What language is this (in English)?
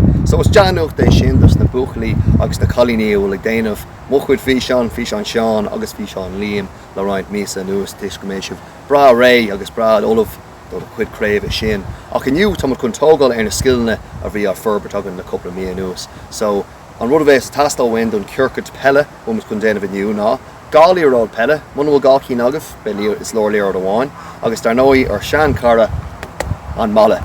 Irish